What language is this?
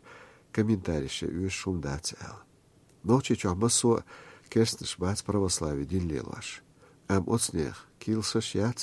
Chechen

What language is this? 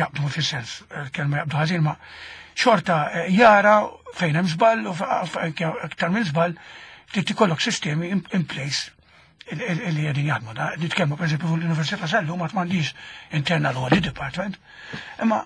Maltese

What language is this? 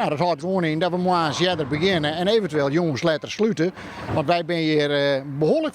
Western Frisian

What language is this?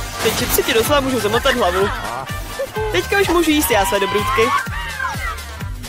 Czech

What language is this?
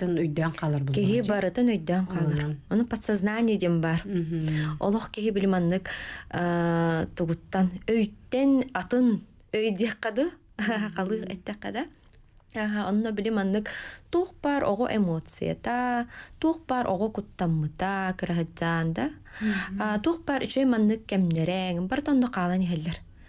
Yakut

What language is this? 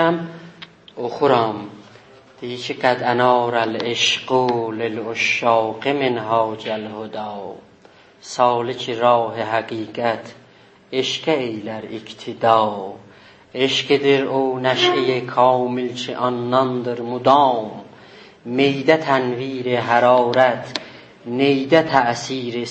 South Azerbaijani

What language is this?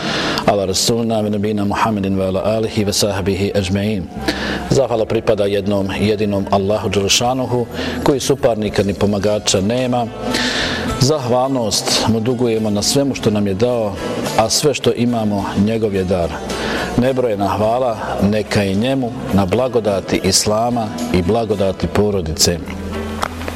Bosnian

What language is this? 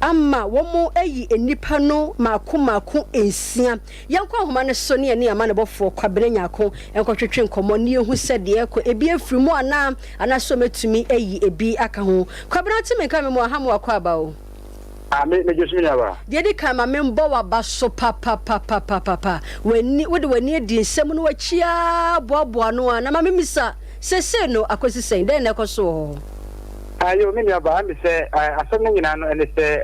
Akan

